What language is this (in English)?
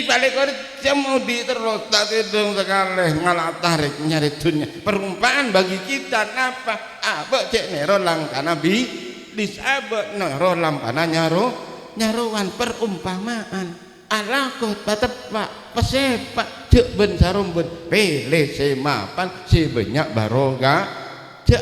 Madurese